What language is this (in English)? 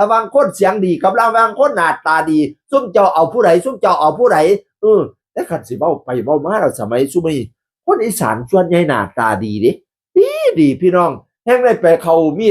Northeastern Thai